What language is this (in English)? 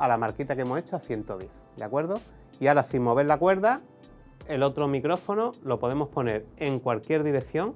Spanish